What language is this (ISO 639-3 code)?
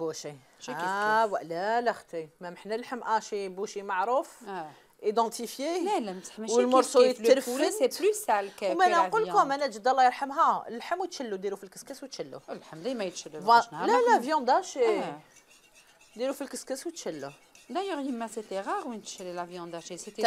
arq